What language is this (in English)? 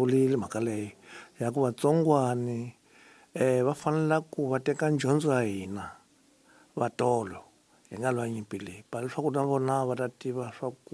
Tsonga